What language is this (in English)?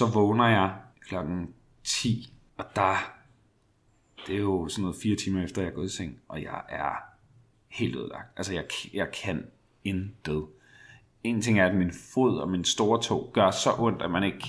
Danish